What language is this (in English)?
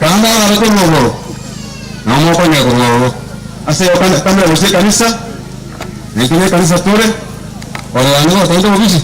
Gusii